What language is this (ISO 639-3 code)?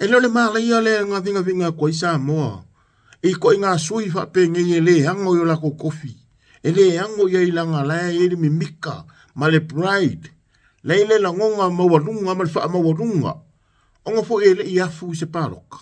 smo